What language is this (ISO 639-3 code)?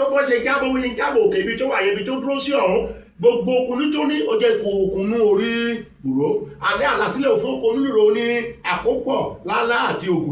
yor